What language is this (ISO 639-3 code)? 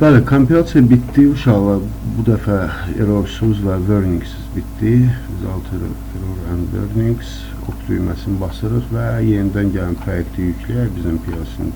aze